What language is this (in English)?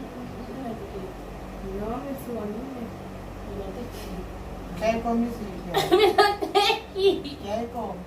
Jamaican Creole English